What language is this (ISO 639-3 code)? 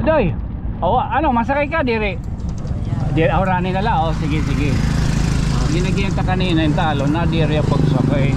war